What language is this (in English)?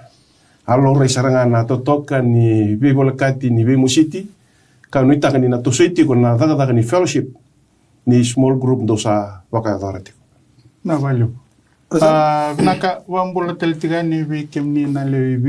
Fijian